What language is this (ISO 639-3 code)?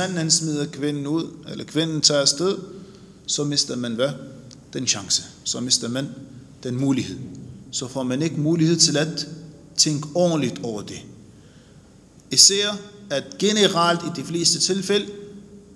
dan